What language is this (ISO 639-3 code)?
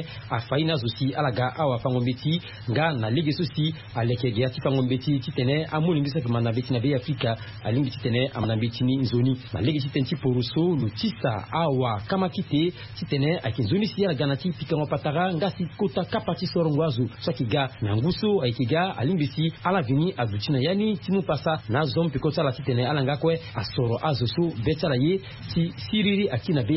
sag